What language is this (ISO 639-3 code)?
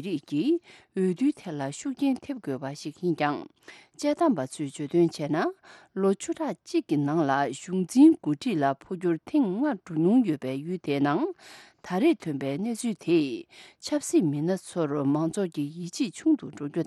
bod